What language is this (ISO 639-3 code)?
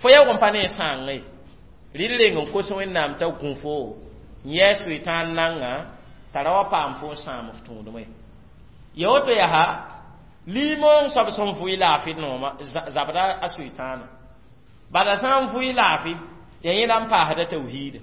mos